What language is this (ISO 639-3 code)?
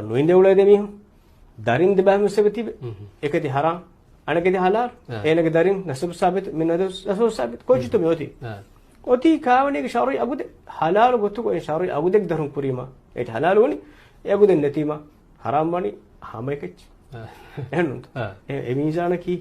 div